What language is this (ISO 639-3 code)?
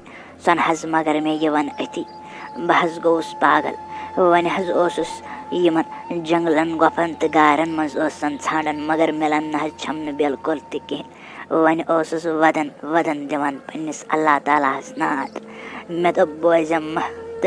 kas